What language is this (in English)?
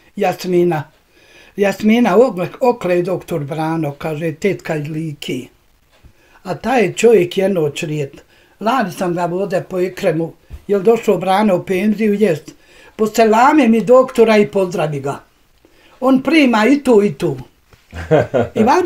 Bosnian